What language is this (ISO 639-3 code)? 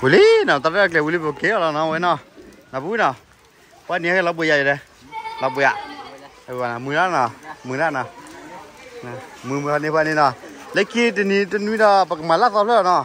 ksw